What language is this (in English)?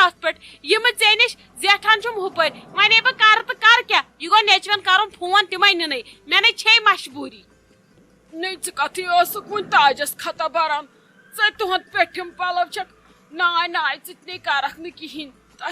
Kashmiri